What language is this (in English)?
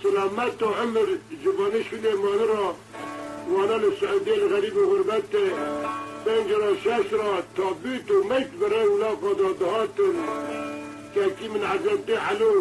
Kurdish